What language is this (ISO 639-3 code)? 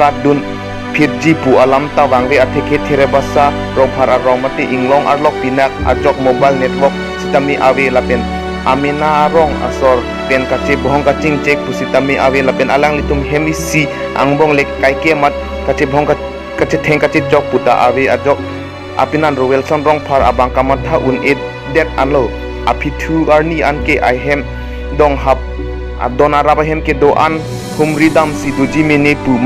mjw